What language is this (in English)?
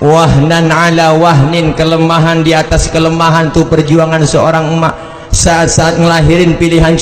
Betawi